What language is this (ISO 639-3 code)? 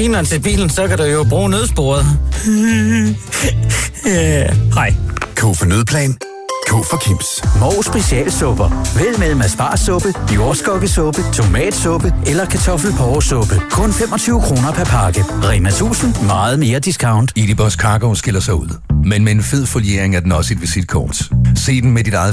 dan